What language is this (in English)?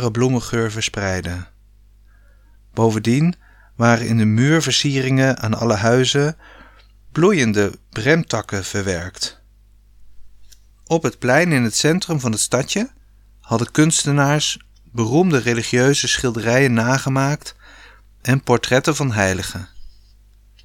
Dutch